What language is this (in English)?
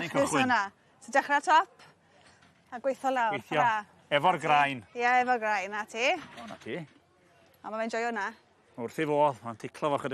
Welsh